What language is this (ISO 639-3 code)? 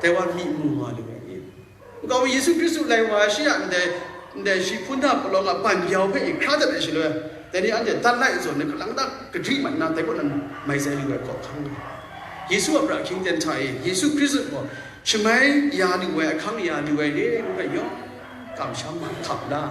kac